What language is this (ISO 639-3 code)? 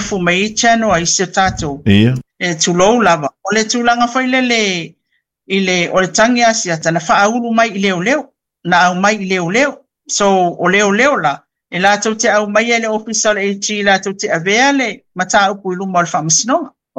smo